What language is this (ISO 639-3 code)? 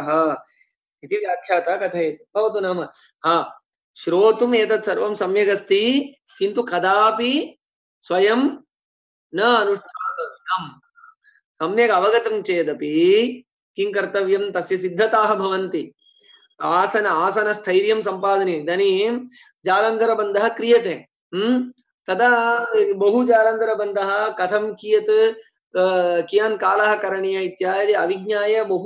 san